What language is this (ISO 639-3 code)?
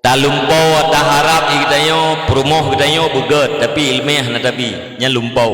ace